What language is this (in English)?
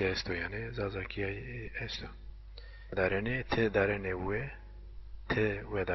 Zaza